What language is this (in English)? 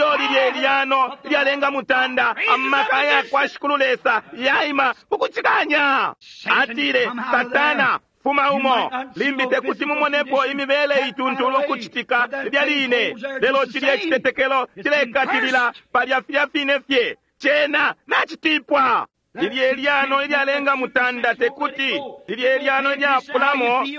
Bemba